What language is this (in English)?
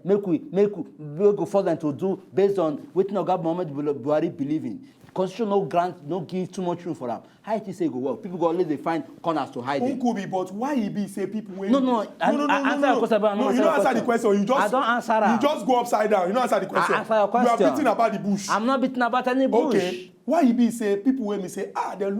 Nigerian Pidgin